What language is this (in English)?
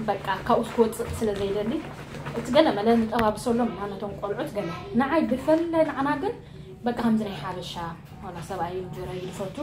Tigrinya